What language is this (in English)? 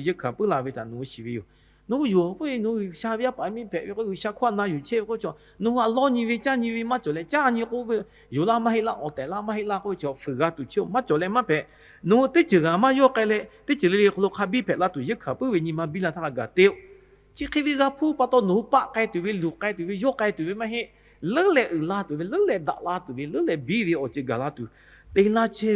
Lahu